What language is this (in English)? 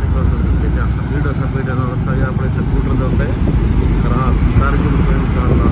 Saraiki